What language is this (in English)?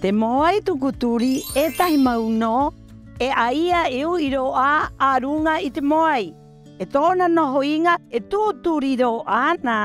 Rapanui